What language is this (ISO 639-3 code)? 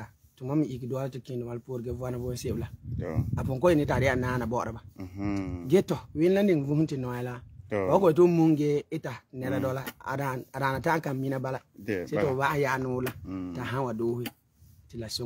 gur